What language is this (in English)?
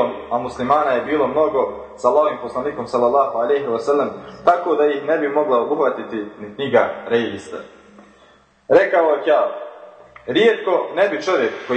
Bosnian